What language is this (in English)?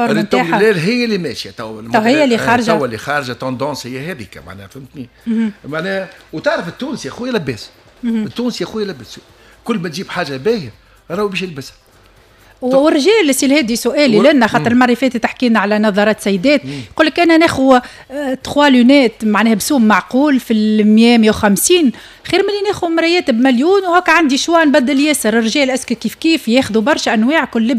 Tunisian Arabic